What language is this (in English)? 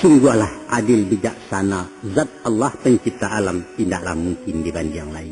Minangkabau